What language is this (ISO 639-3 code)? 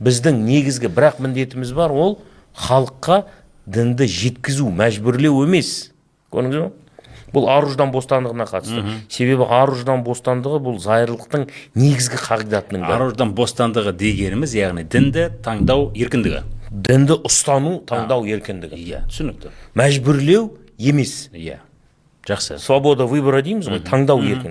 kaz